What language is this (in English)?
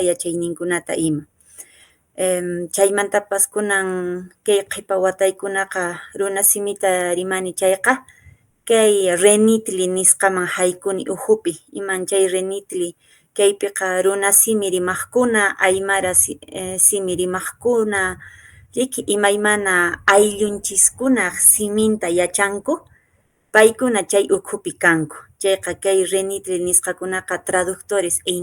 Quechua